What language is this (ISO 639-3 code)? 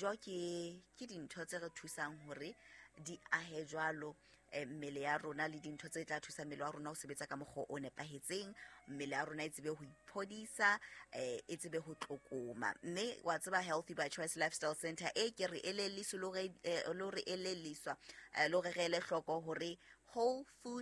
sot